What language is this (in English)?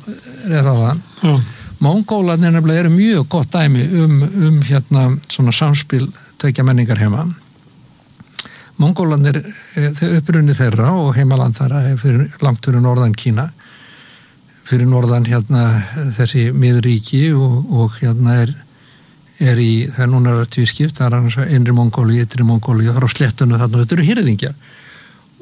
Icelandic